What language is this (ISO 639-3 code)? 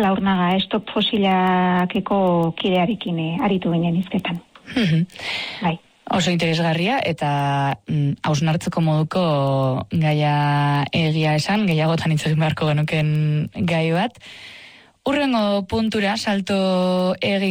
eus